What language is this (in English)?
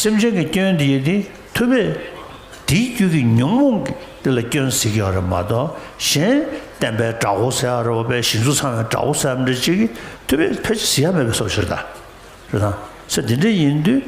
Tibetan